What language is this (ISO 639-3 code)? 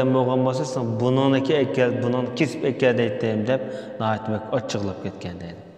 uig